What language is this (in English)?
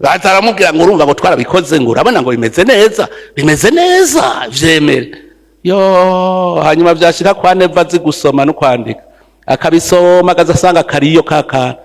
Rundi